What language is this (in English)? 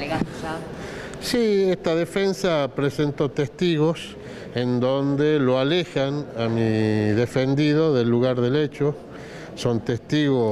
Spanish